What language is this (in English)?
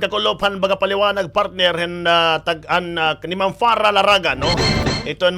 Waray